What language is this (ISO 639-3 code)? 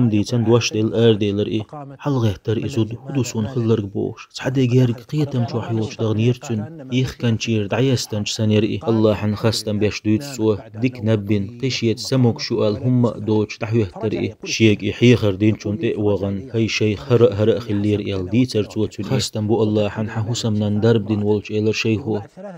che